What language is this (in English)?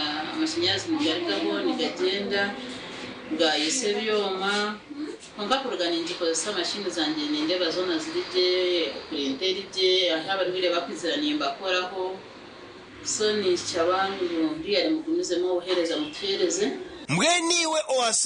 Nyankole